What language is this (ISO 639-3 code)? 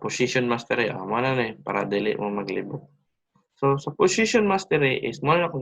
ceb